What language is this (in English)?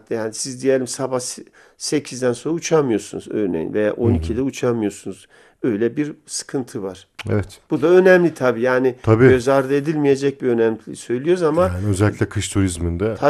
Turkish